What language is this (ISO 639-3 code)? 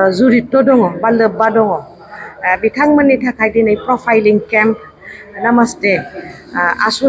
brx